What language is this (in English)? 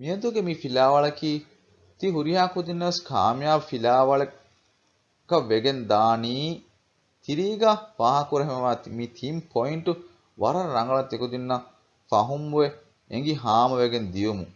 Divehi